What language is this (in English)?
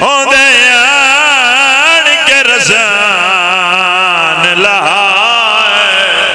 Pahari-Potwari